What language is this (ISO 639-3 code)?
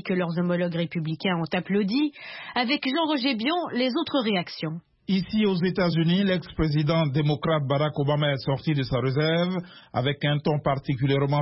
fra